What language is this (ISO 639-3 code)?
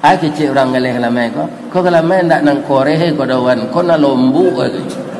min